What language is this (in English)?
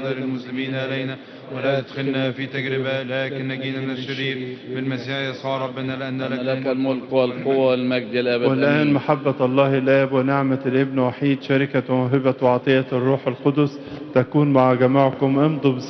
Arabic